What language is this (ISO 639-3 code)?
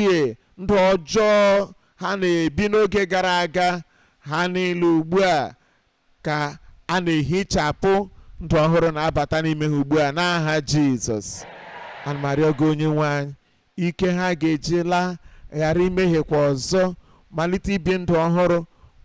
ibo